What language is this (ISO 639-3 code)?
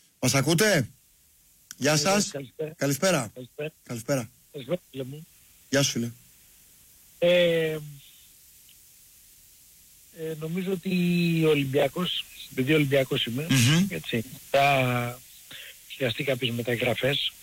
ell